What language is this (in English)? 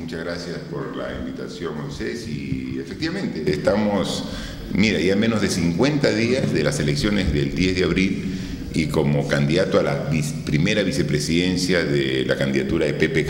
Spanish